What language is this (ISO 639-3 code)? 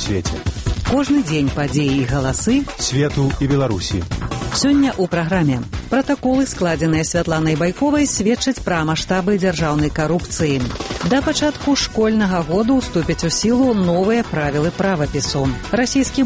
bel